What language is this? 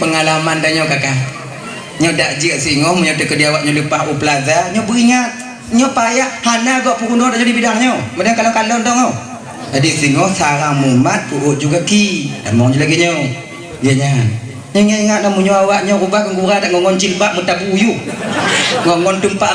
Achinese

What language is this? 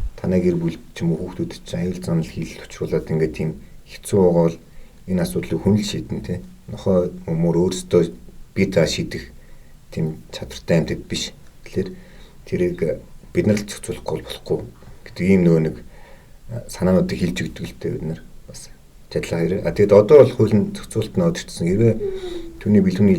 Mongolian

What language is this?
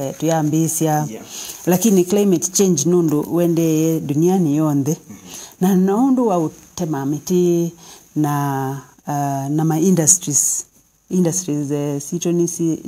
Kamba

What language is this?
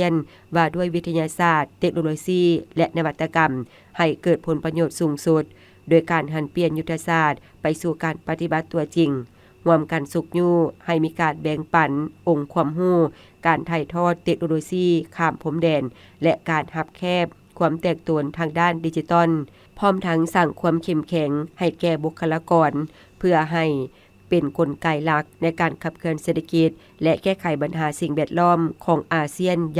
Lao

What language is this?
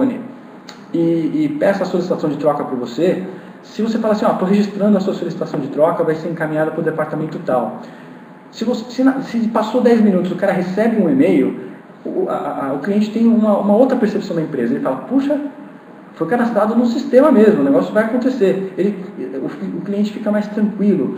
Portuguese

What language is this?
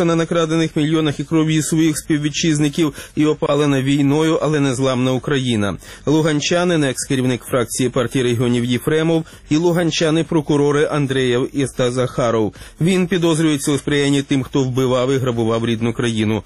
Ukrainian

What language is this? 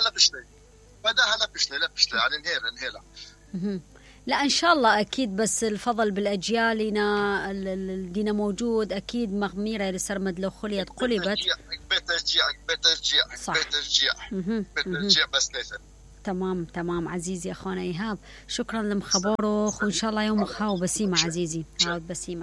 Mesopotamian Arabic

